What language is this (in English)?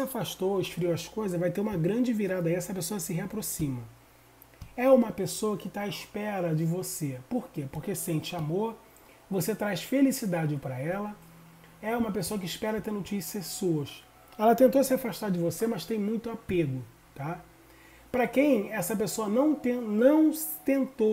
Portuguese